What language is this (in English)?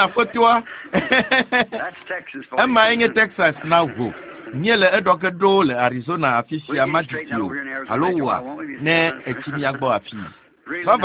Ewe